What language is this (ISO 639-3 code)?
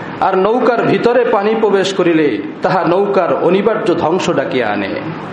ben